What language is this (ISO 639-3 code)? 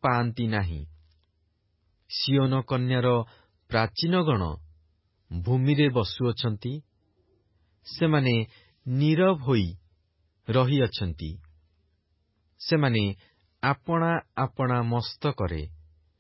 ori